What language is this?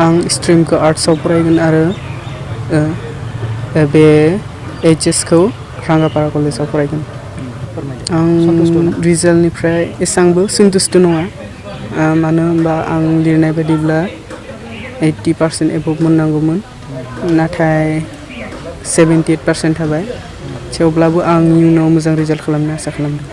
Bodo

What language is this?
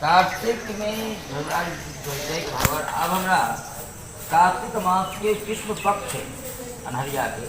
Maithili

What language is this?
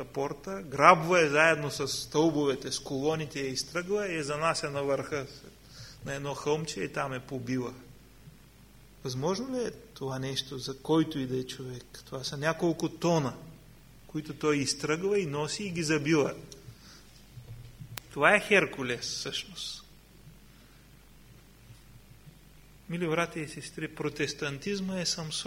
Bulgarian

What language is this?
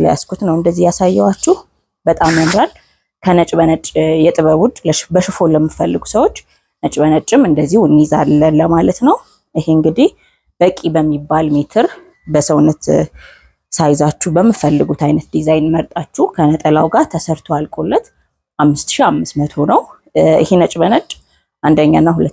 Amharic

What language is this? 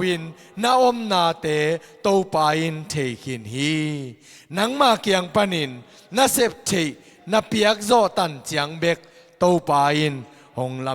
Tedim Chin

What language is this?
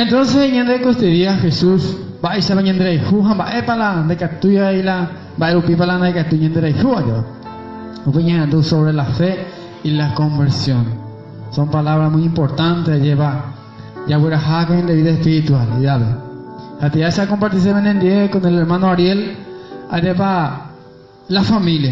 Guarani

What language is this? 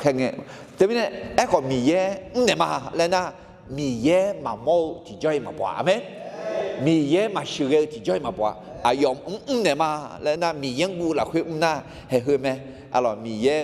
Akha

